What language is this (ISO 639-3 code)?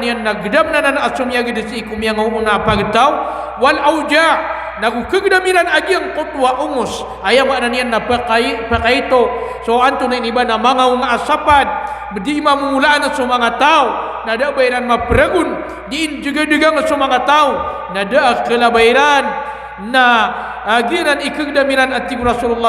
mrw